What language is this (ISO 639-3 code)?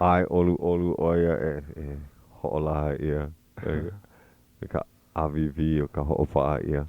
haw